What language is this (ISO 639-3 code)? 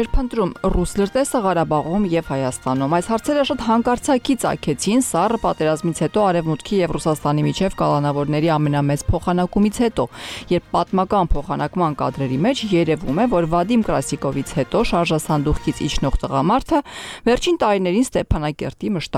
hye